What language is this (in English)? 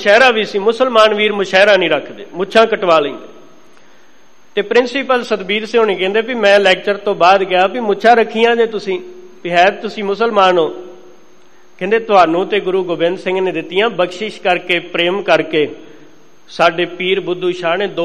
Punjabi